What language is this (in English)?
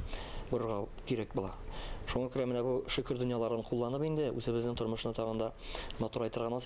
Tatar